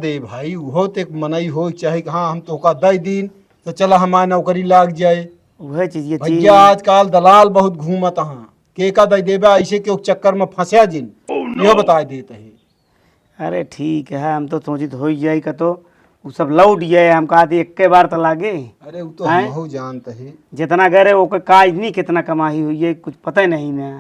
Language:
Awadhi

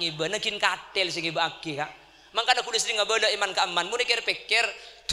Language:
Madurese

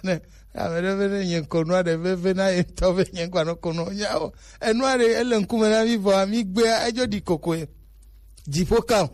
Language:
Gen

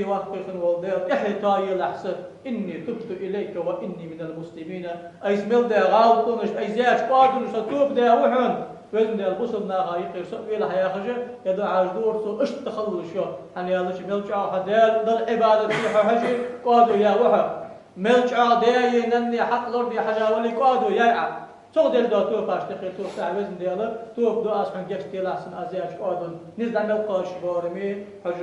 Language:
Ingush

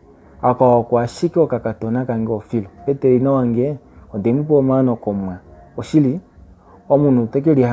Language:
Kuanyama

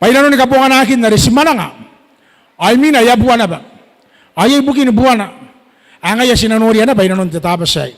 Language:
Gilbertese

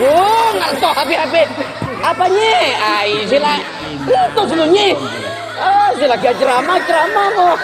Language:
Madurese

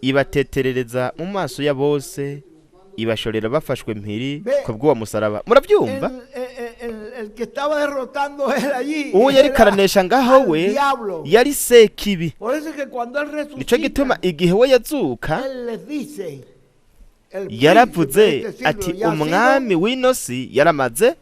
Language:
Rundi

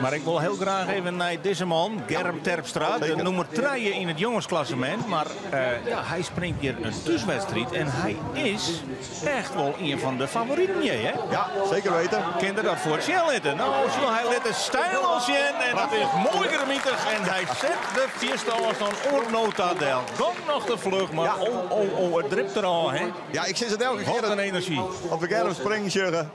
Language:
Western Frisian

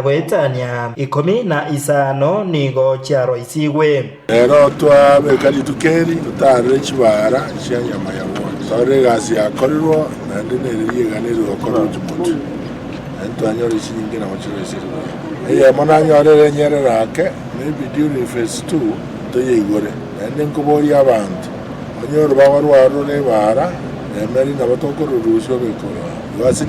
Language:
Gusii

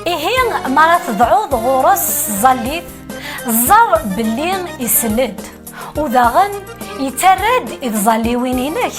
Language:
Kabyle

